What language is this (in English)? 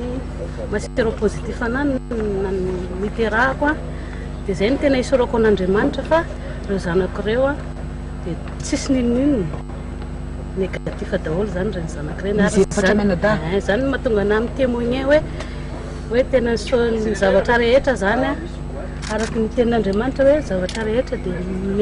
Malagasy